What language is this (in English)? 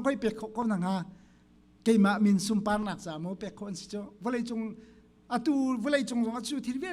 Hakha Chin